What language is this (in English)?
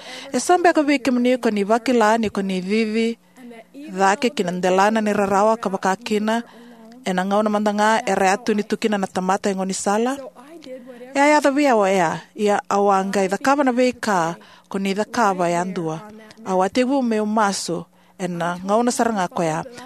Fijian